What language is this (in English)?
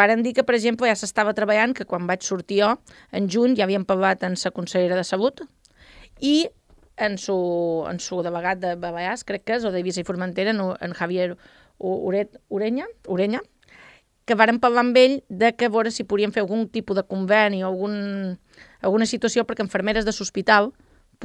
Catalan